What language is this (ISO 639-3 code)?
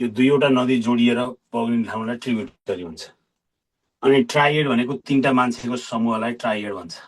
nep